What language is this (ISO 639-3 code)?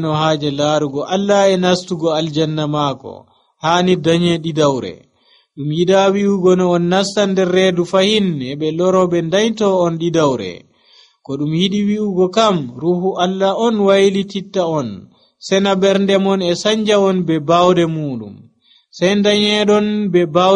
fuv